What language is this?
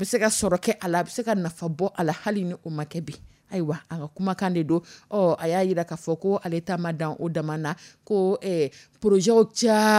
Dyula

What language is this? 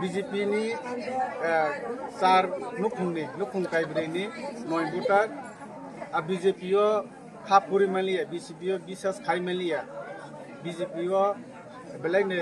Kok Borok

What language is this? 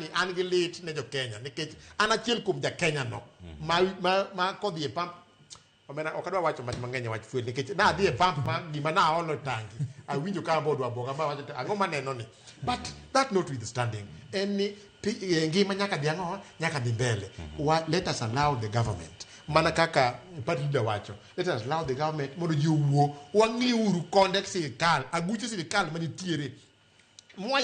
Luo (Kenya and Tanzania)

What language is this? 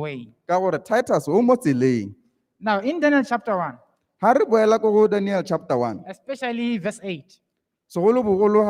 Tswana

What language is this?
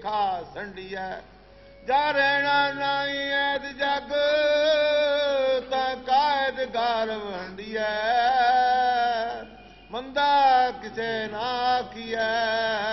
Punjabi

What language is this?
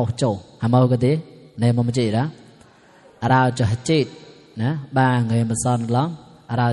Mon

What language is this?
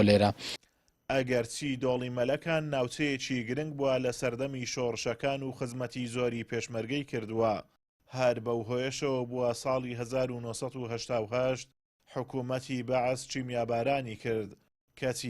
Central Kurdish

